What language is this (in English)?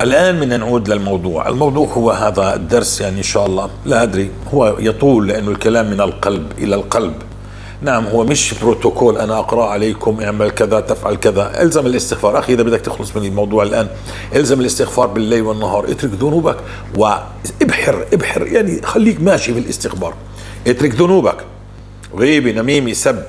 North Levantine Arabic